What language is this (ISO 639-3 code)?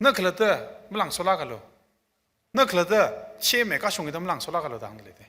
nmf